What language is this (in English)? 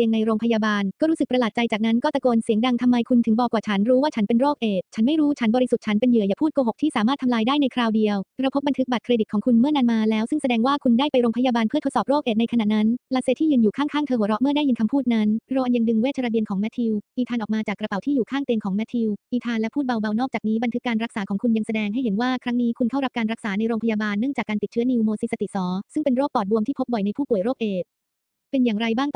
Thai